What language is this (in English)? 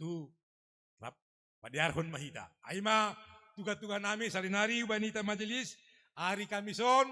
Batak Simalungun